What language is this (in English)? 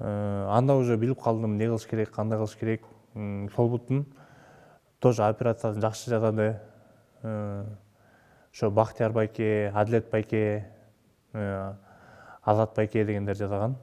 Kyrgyz